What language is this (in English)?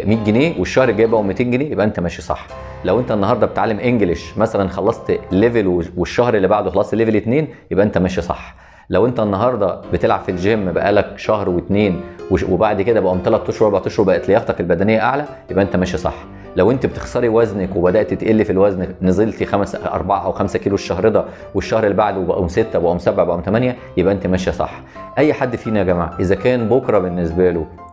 Egyptian Arabic